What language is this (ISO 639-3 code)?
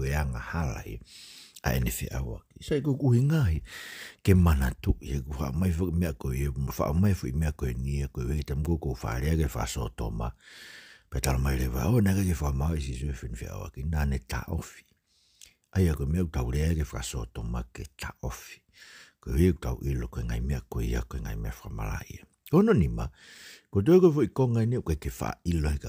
ton